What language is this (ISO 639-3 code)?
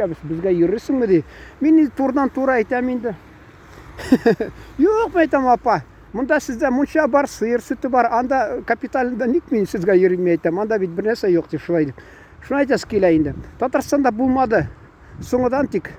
tat